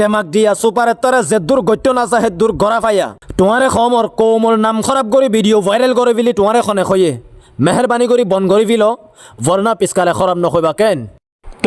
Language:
Rohingya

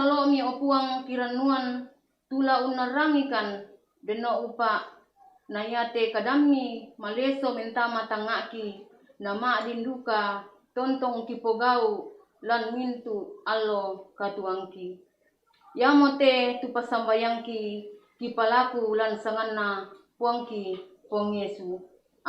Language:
Toraja-Sa'dan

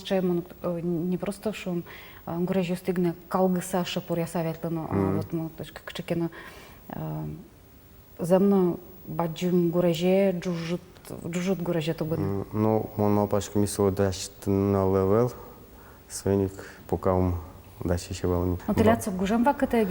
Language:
Udmurt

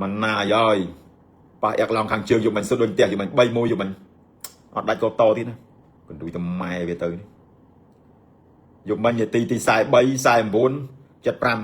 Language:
Khmer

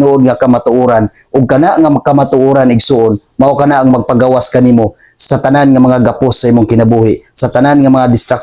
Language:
Cebuano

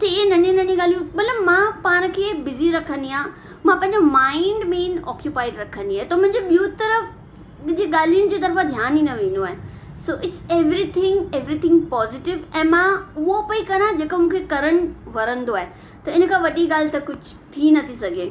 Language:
Sindhi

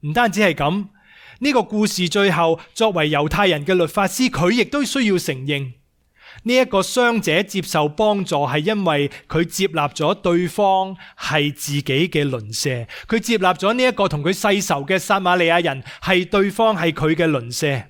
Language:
Cantonese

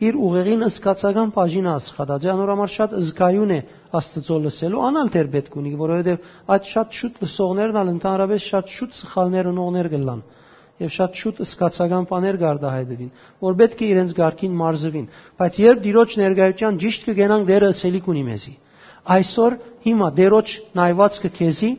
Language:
Western Armenian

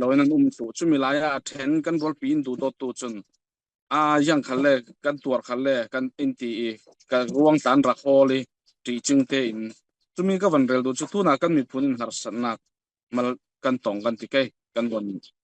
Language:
Falam Chin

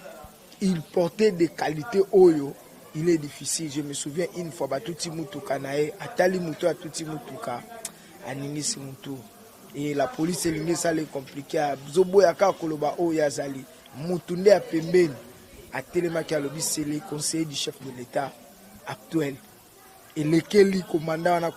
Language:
Lingala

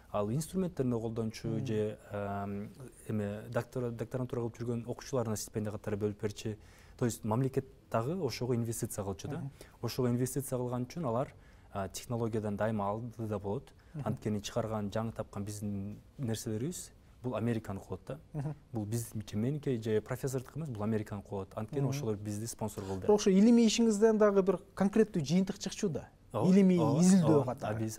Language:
Kyrgyz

